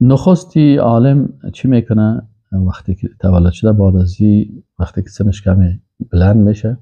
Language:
Persian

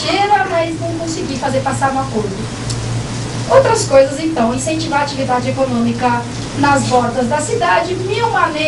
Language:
Portuguese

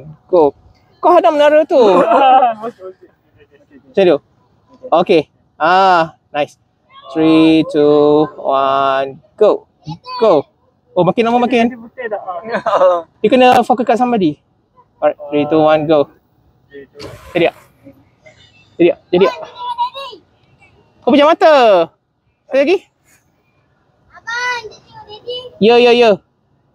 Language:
Malay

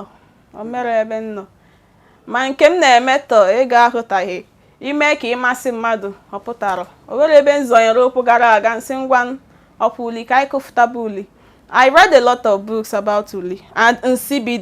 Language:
Igbo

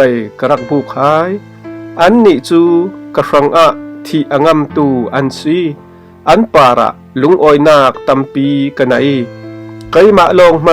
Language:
Falam Chin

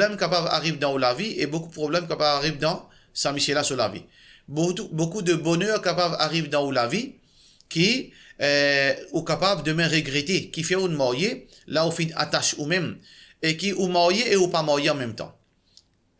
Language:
Morisyen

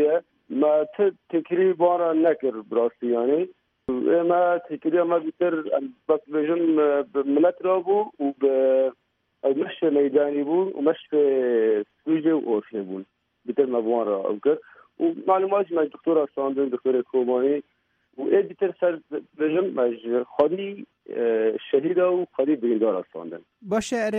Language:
Kurdish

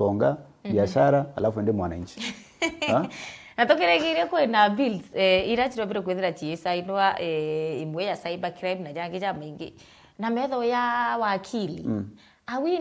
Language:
Meru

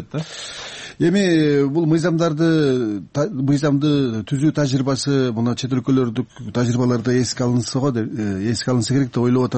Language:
Kyrgyz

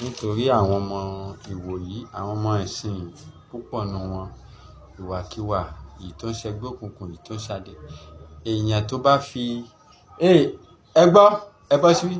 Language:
Yoruba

